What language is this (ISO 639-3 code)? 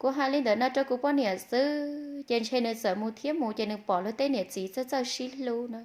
hmn